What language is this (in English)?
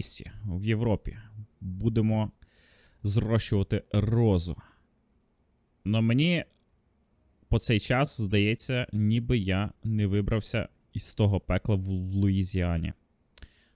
Ukrainian